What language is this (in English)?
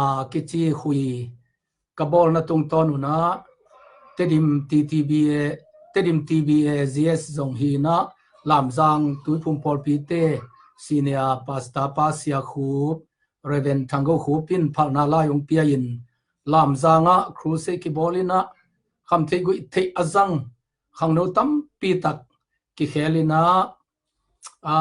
Tedim Chin